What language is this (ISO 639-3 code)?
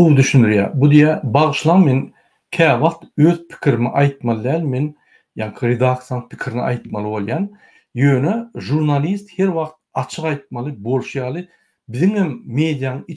tuk